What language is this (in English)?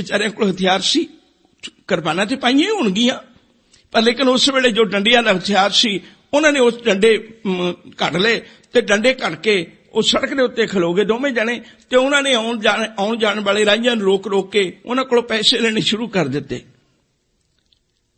Punjabi